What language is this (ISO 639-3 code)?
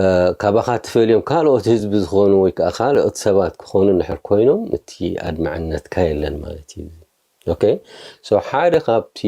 tir